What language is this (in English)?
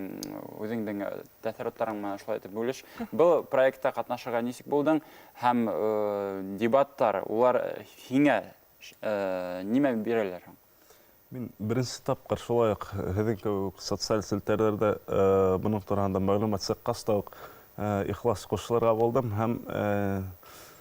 Bashkir